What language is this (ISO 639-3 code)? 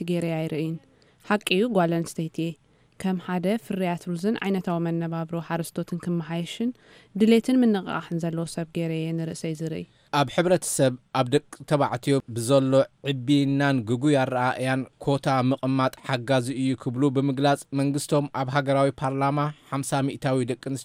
tir